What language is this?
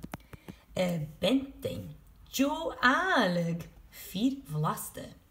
Scottish Gaelic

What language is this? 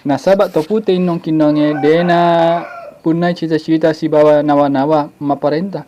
Buginese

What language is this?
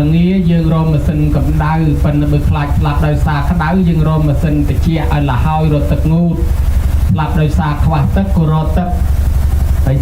Khmer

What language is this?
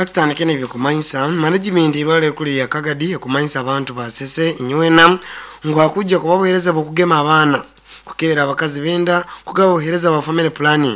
Nyoro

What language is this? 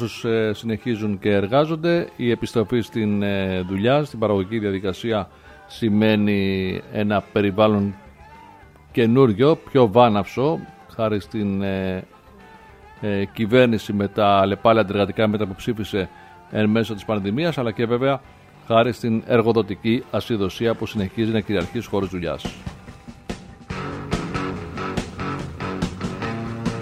Greek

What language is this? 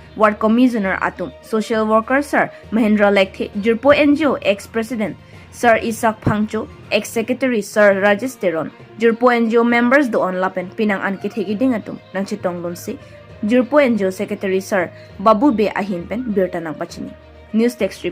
Karbi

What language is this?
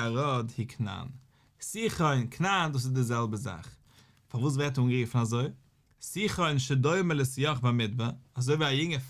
Yiddish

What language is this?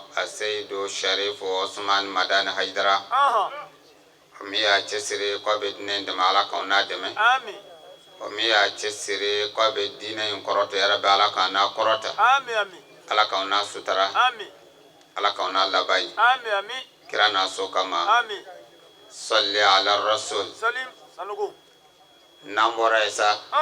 Bambara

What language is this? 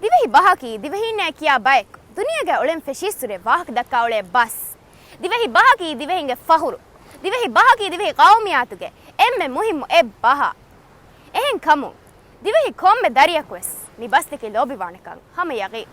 Divehi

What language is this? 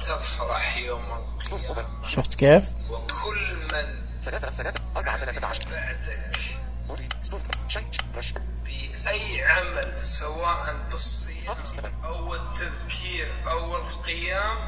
Najdi Arabic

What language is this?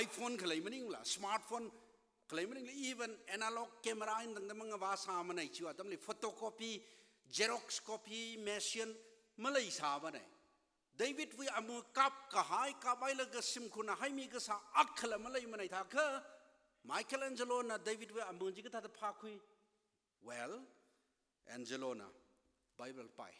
Tangkhul Naga (India)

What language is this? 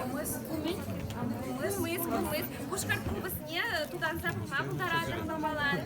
Chuvash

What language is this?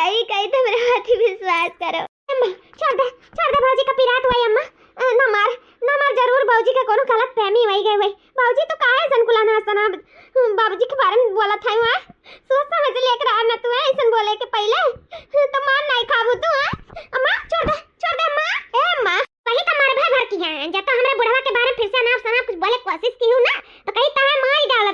Awadhi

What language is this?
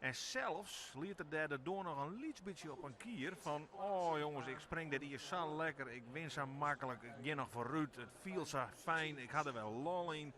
Western Frisian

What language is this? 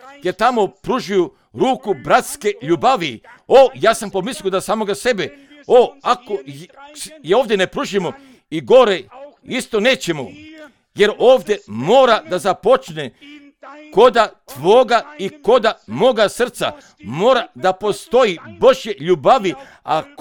Croatian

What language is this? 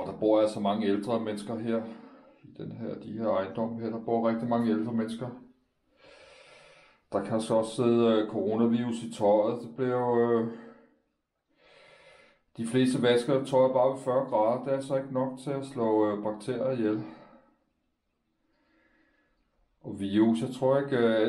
Danish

